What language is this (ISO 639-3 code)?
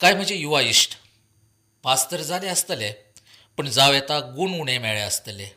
kok